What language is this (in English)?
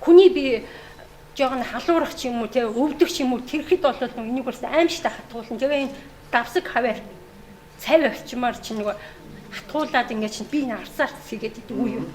Mongolian